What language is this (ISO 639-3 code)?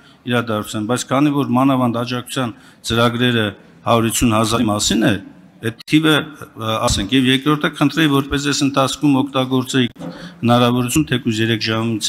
hye